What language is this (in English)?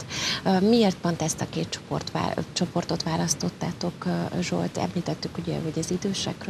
Hungarian